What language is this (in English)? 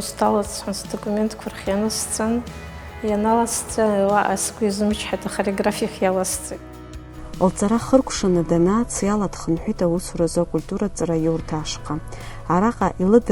Abkhazian